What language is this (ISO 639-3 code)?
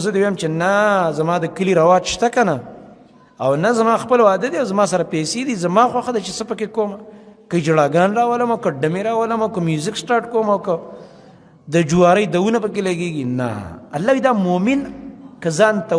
pus